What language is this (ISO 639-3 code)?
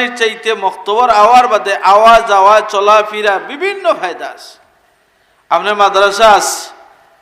syl